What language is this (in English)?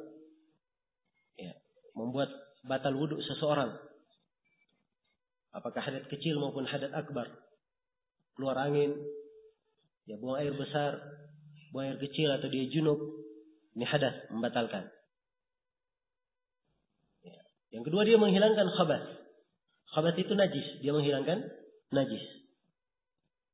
Indonesian